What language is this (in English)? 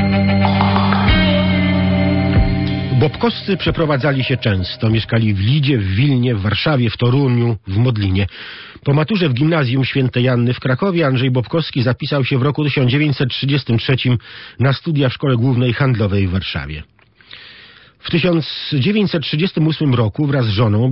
Polish